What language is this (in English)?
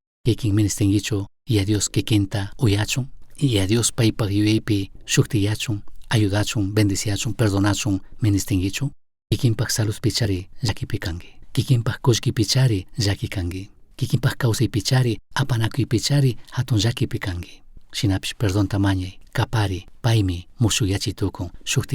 Chimborazo Highland Quichua